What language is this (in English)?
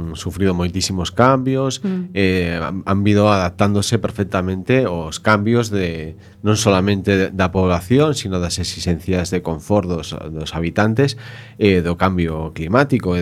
Galician